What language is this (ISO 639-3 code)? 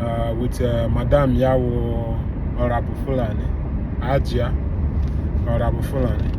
ibo